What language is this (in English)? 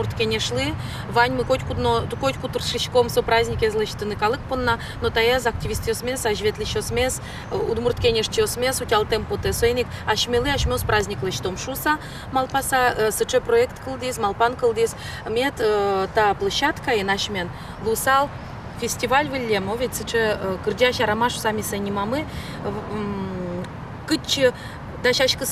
Udmurt